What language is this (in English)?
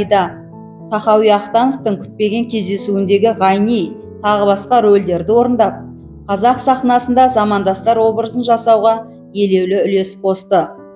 Kazakh